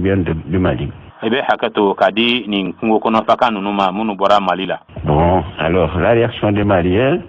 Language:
Bambara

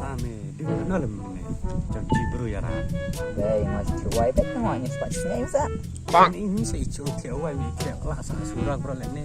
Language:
Khasi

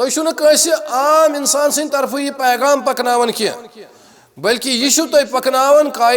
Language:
Kashmiri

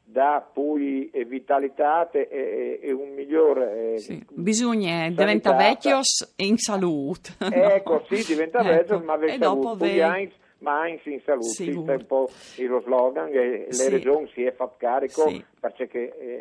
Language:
Friulian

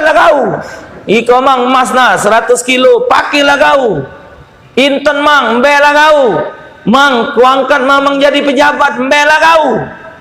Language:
Musi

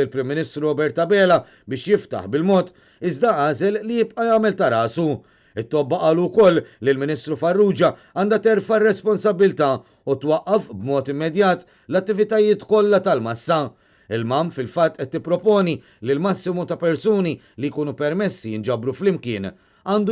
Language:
Maltese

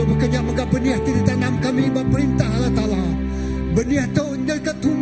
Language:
Iban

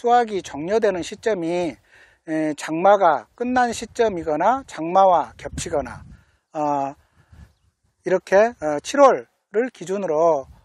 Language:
Korean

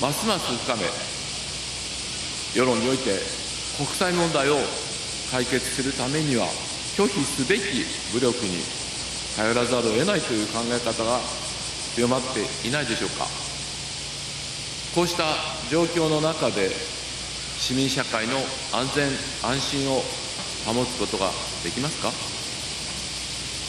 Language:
Japanese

